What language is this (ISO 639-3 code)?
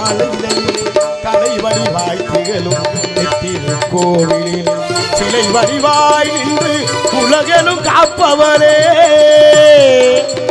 tam